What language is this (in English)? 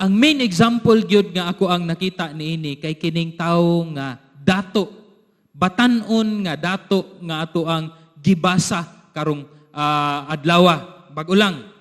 Cebuano